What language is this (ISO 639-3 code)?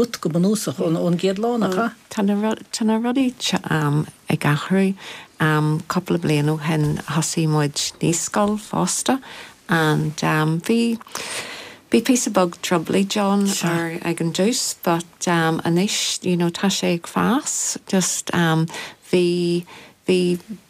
gle